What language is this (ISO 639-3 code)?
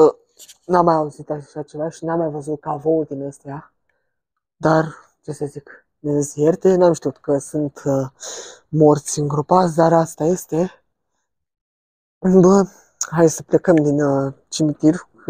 ron